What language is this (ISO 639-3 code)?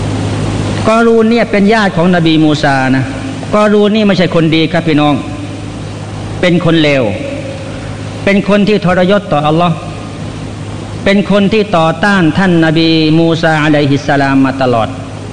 tha